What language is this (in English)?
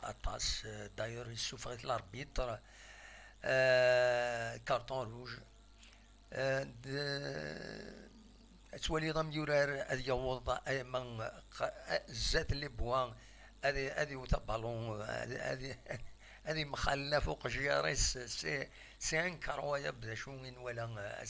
Kabyle